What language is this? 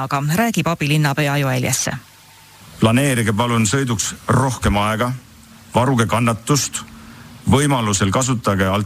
Estonian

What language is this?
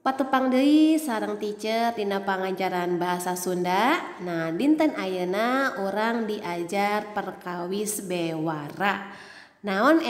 Sundanese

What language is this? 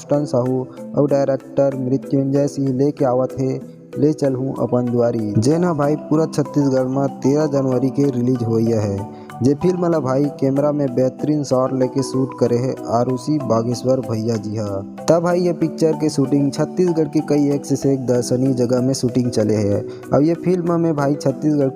Chhattisgarhi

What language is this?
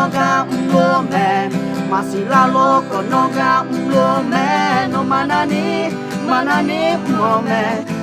Akha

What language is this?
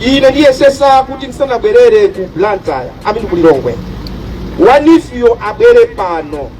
Nyanja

